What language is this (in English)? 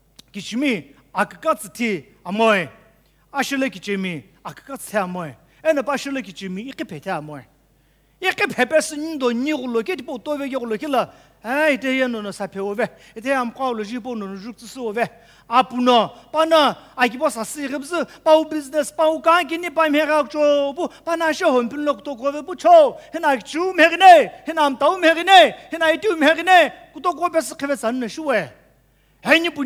Sumi Naga